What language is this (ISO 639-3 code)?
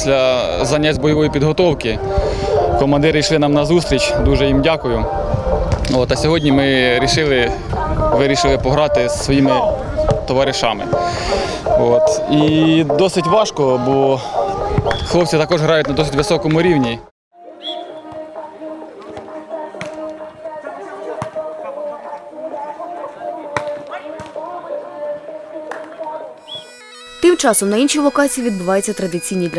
ukr